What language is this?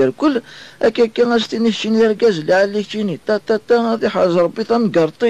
Kabyle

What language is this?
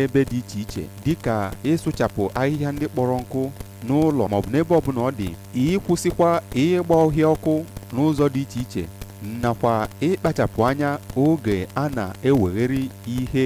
Igbo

